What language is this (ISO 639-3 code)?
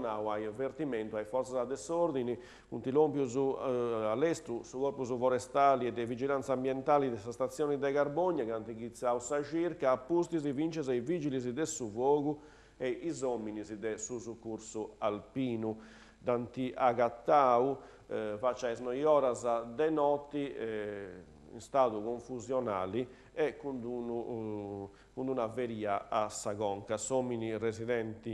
srd